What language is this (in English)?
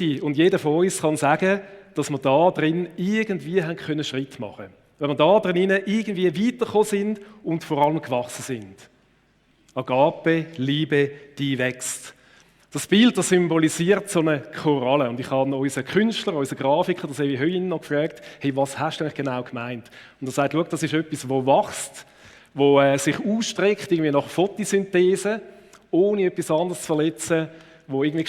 Swiss German